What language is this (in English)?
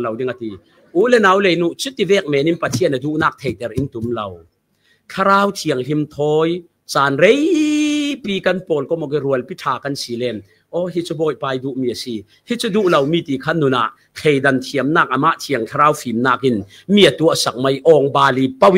Falam Chin